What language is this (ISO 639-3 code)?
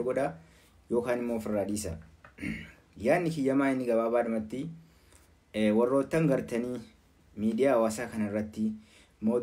orm